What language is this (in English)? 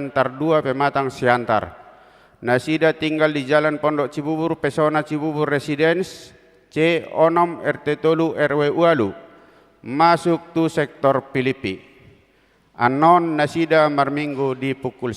Batak Toba